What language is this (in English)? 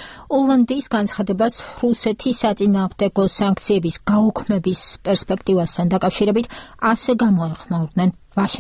Georgian